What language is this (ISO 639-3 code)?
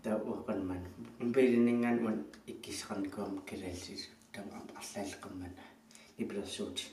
kal